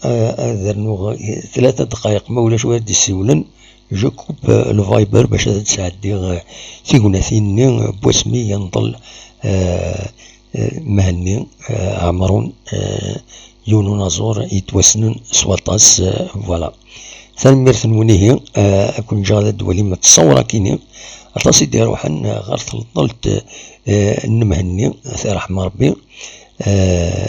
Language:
Kabyle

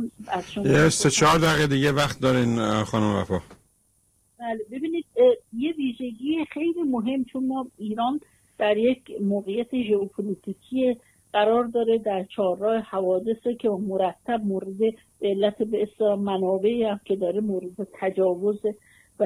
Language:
Persian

